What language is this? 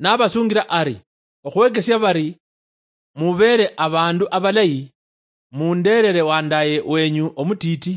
Luyia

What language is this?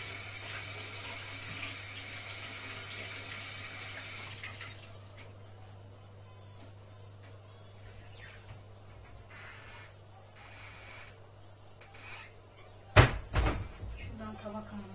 Turkish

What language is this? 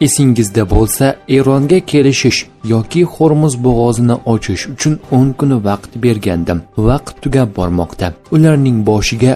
Uzbek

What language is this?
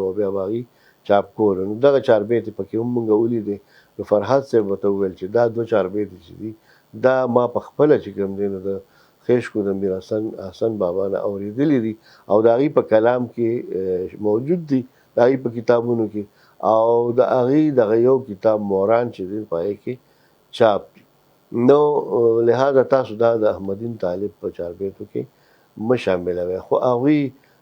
Pashto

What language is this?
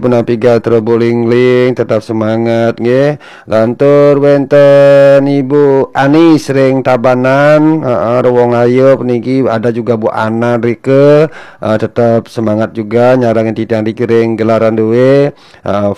Balinese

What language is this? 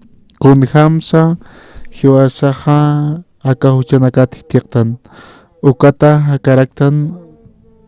Aymara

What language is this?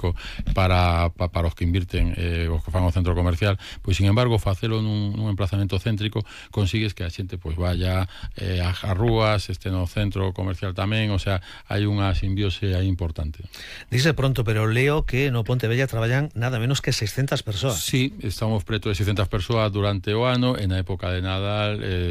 Galician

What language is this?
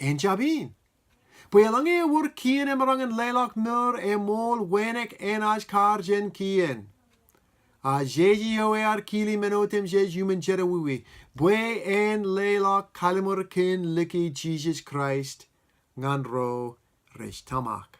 Marshallese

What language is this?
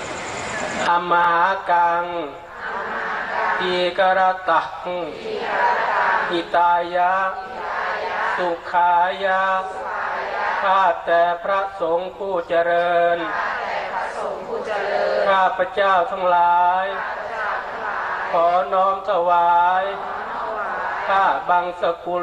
Thai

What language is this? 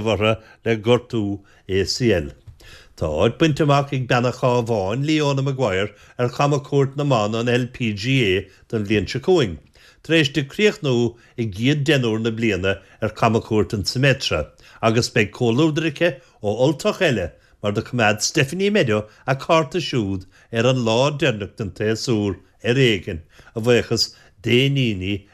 Irish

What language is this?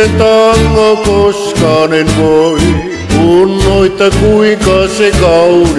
Finnish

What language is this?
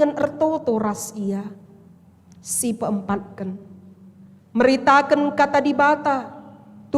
Batak Karo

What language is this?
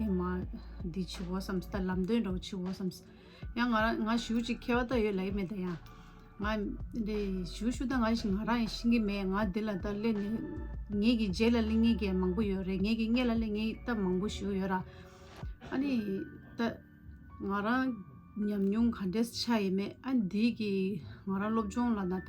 Tibetan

